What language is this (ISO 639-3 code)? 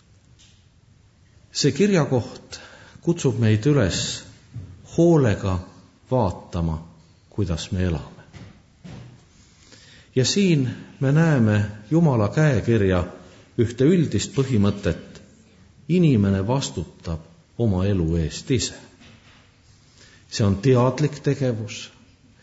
est